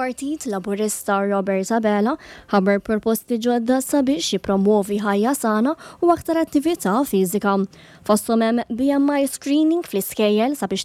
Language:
Maltese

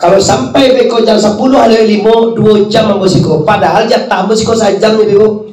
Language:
Minangkabau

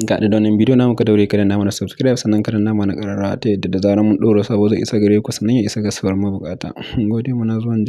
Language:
Hausa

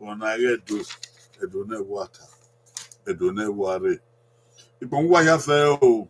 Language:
Bini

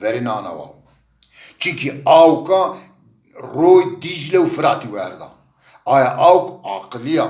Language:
Zaza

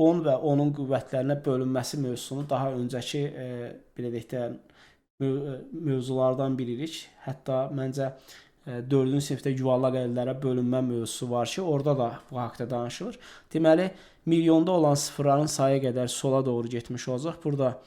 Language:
Azerbaijani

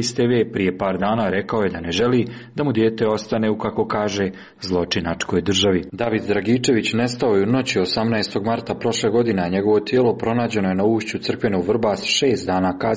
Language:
Serbian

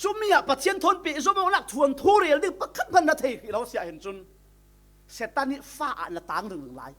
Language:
Falam Chin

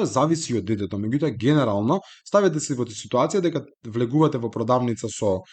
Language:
Macedonian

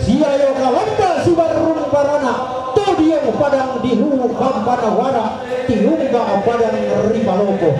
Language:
Toraja-Sa'dan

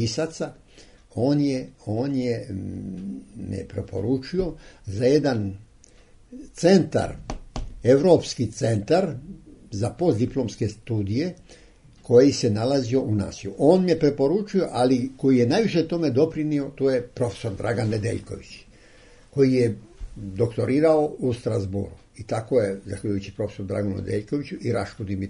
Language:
Serbian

